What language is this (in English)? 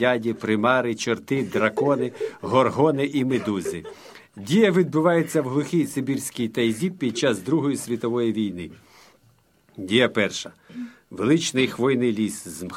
Ukrainian